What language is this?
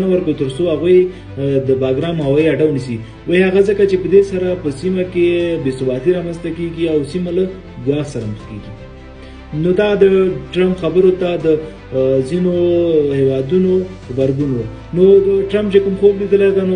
Pashto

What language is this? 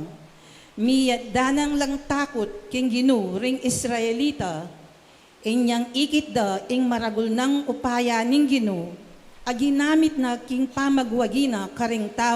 Pampanga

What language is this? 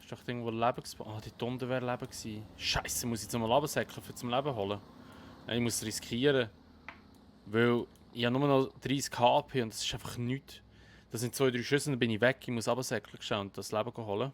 Swiss German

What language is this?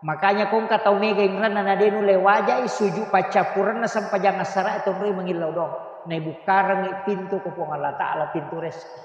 Buginese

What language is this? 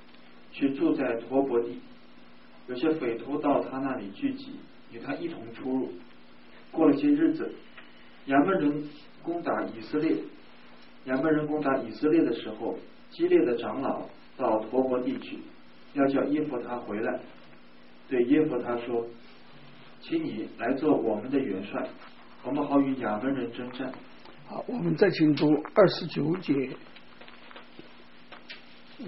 Chinese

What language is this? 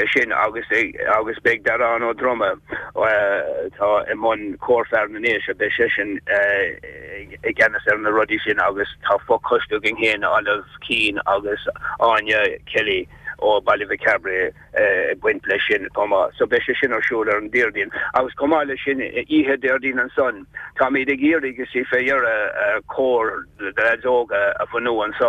Irish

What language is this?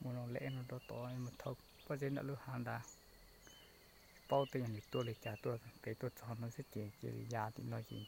Hmong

